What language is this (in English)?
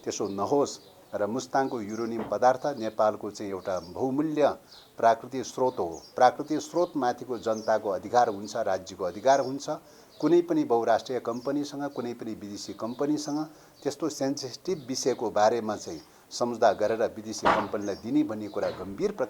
Nepali